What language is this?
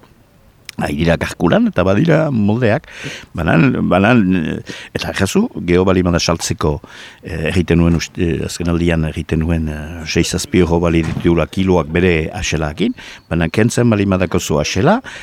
Basque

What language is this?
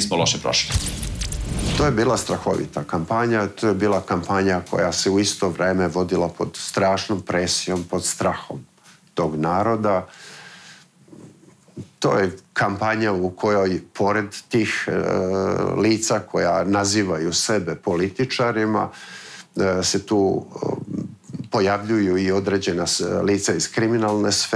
Serbian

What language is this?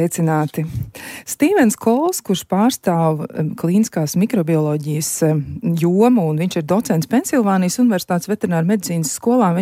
Latvian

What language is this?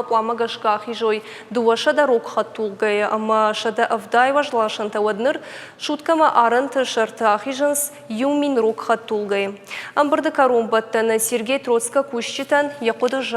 Ossetic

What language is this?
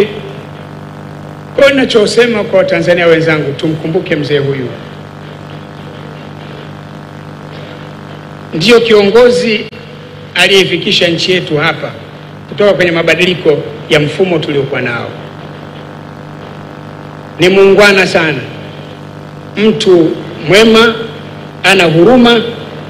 Swahili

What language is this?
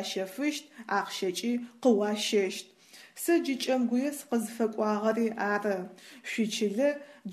Adyghe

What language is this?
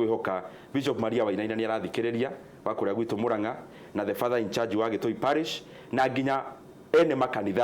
Kikuyu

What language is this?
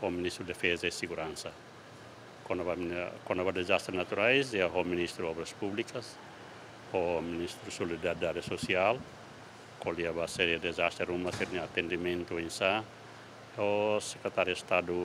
Tetum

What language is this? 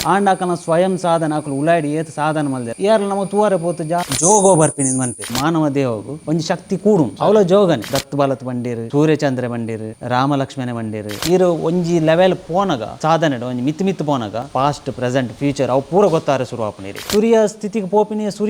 Tulu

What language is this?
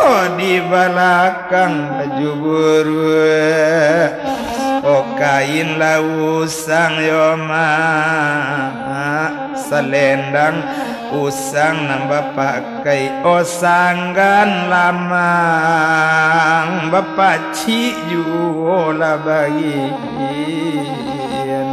Minangkabau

